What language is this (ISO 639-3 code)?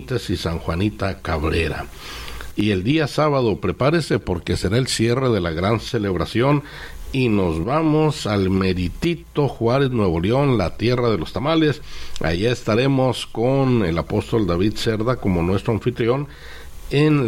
spa